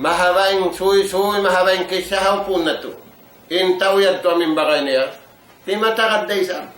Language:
Tausug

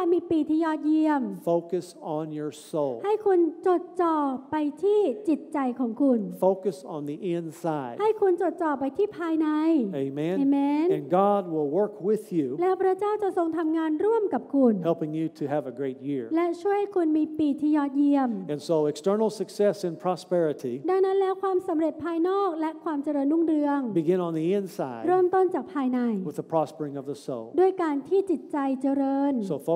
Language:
Thai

